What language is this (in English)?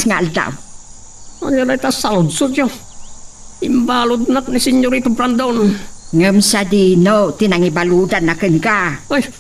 Iloko